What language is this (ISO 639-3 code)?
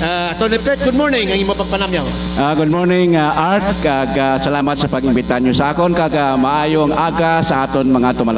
hil